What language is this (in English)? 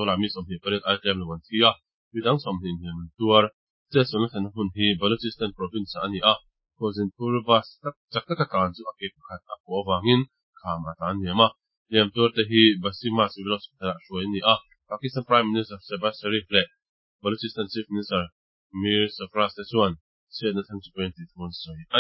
Mizo